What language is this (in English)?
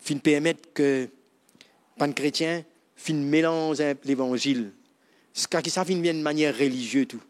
Morisyen